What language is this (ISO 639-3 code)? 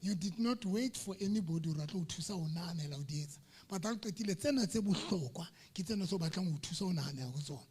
sot